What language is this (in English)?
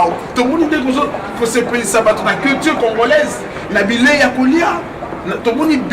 Lingala